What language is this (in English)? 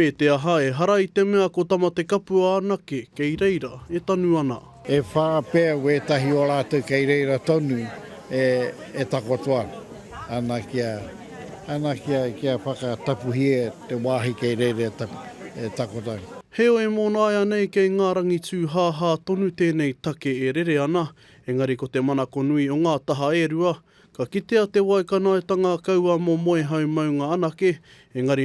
Māori